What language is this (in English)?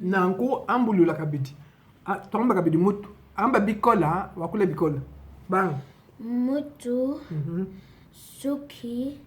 Luba-Lulua